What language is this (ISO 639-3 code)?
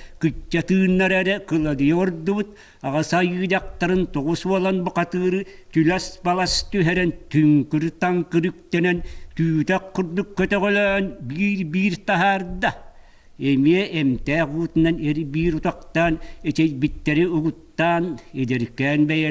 sah